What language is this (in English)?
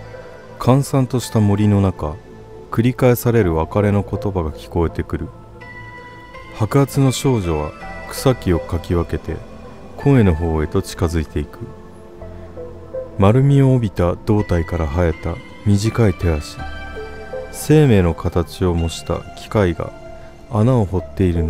Japanese